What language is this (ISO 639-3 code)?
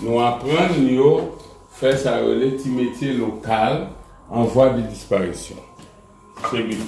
hat